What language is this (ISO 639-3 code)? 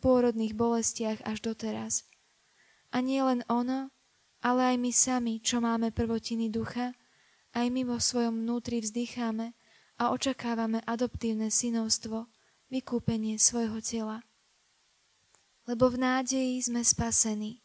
slk